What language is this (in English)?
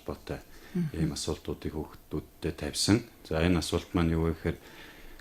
Mongolian